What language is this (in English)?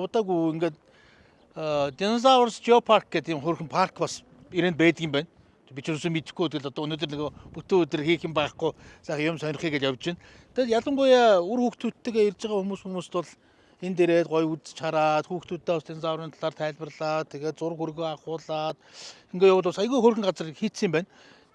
Mongolian